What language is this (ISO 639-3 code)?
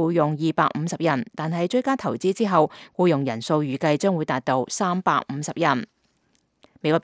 yue